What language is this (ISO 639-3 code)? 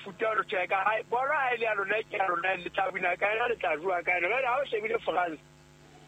sot